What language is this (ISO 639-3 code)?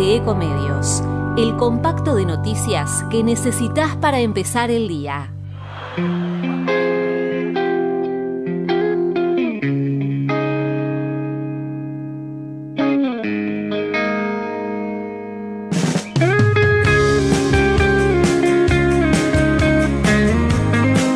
spa